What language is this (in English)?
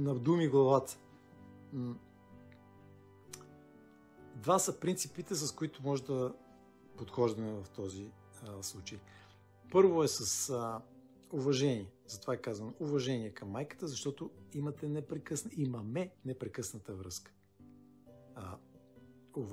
Bulgarian